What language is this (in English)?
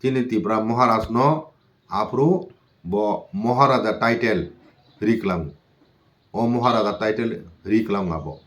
Kok Borok